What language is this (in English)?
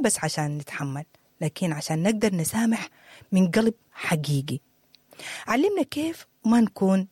Sudanese Arabic